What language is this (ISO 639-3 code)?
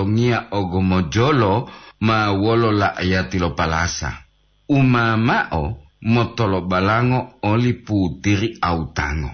gor